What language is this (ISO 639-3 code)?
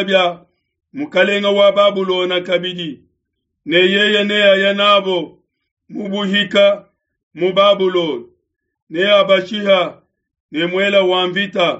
lua